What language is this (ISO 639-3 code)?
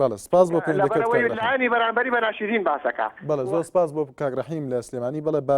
ckb